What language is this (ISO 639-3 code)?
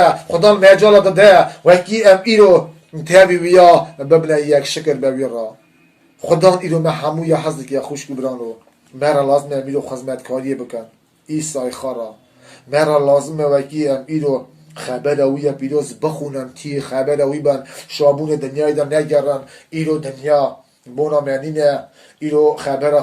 kur